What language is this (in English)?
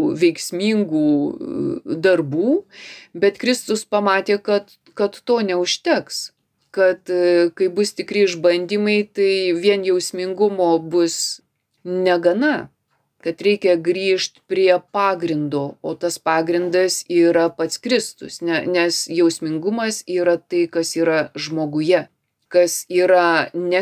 Lithuanian